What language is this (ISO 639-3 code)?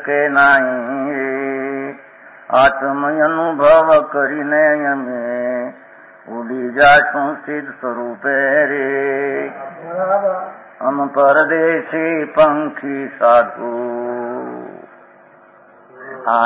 guj